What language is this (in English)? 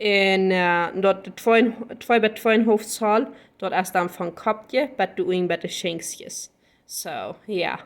Plautdietsch